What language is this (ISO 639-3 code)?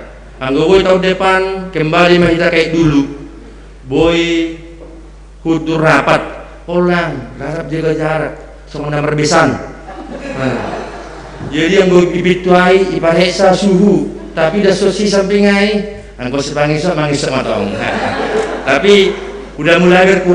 bts